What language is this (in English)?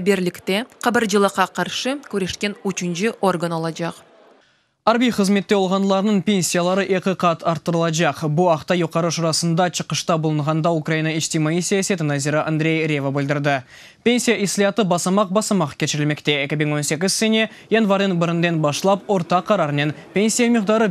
Crimean Tatar